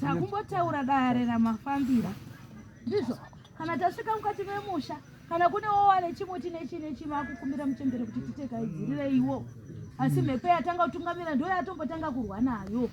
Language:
Shona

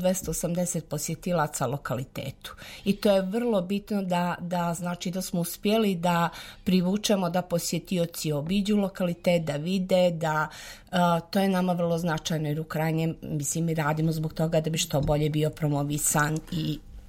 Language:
Serbian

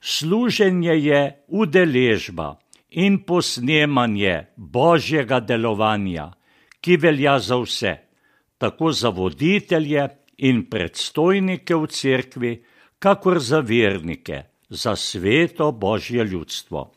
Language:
Slovenian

